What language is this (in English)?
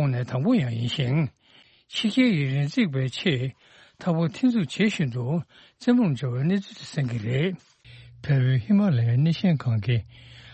Tibetan